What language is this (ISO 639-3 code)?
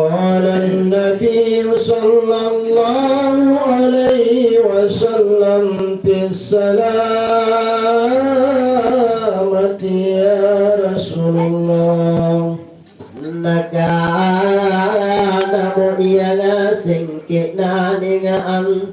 mak